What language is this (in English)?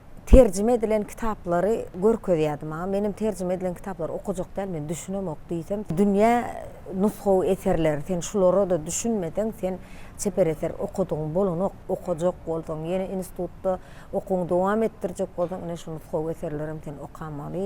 Turkmen